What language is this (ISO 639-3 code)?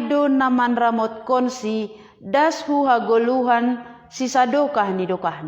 bts